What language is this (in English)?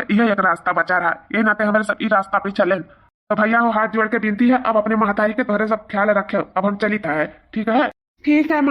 Awadhi